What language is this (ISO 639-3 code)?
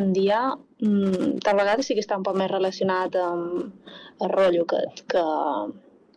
cat